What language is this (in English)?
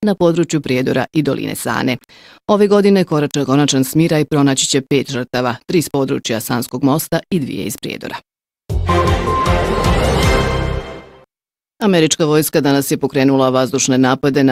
Bosnian